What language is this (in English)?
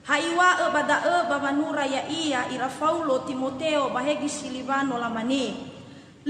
Nias